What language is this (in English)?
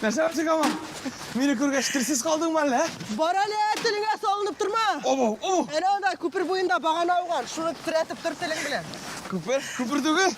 Tatar